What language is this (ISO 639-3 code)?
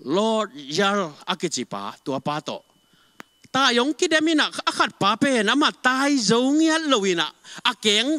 ctd